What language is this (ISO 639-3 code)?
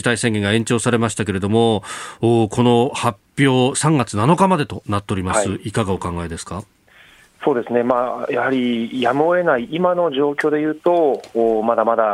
jpn